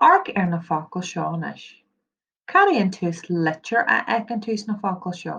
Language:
Irish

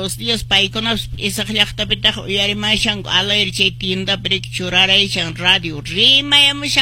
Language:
Quechua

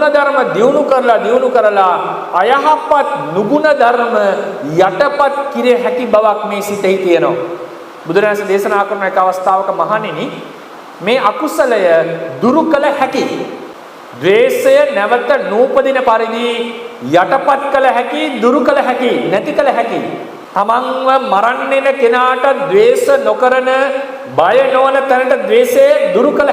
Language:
Sinhala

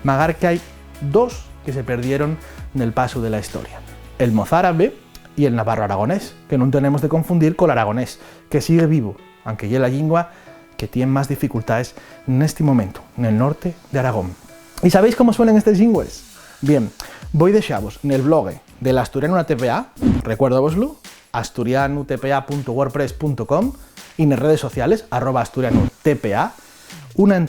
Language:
Asturian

